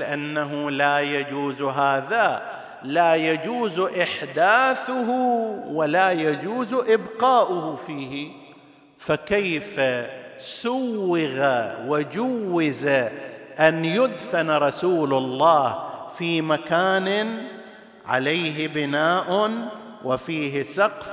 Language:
Arabic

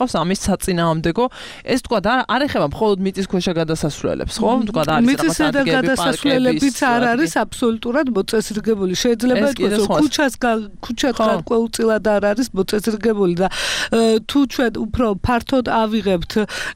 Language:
Georgian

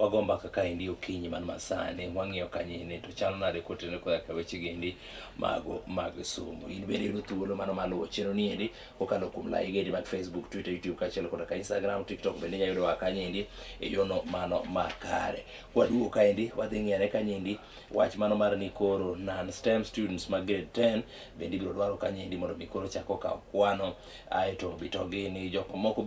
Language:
Luo (Kenya and Tanzania)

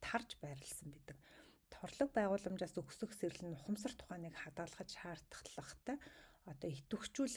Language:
Mongolian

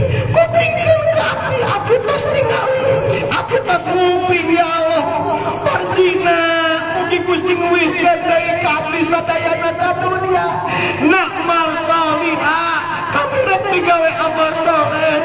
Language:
Sundanese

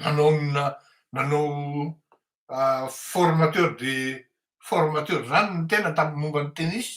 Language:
Malagasy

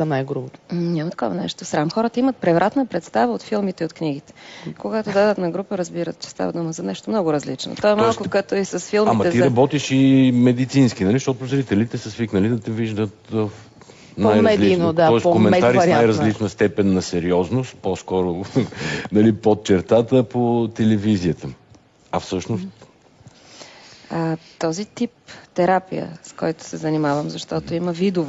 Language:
Bulgarian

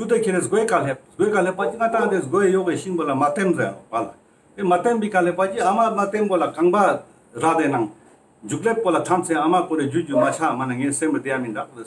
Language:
Ladakhi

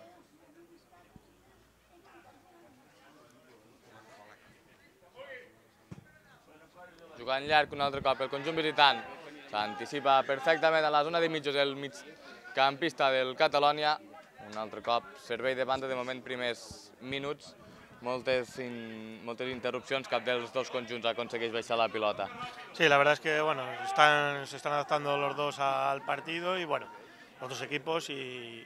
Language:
Catalan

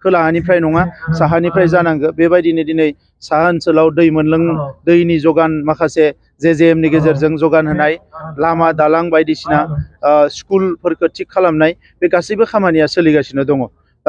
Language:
Bodo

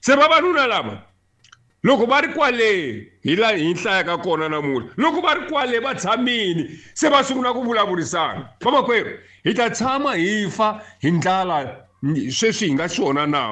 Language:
Tsonga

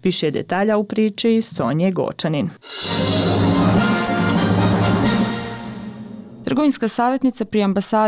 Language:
Bosnian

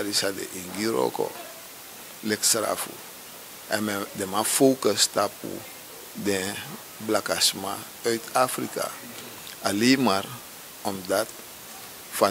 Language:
Sranan Tongo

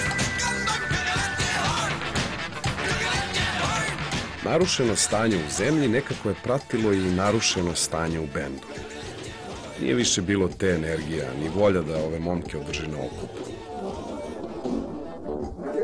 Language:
Serbian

